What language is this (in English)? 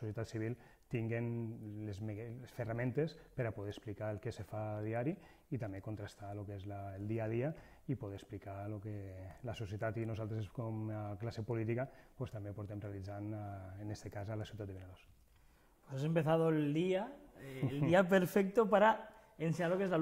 Catalan